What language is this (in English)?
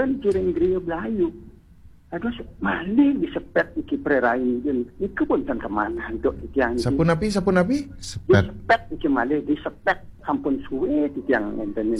Balinese